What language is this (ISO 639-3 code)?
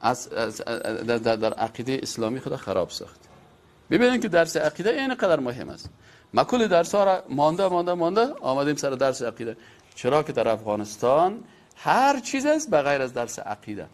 fas